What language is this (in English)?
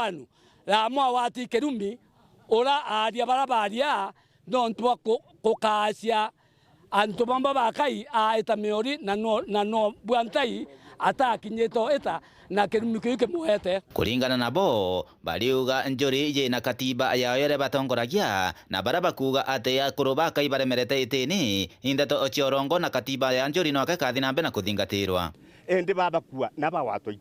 Meru